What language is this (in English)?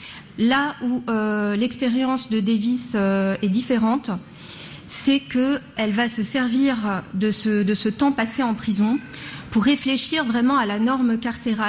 French